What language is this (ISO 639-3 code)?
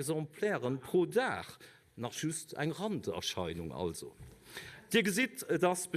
ltz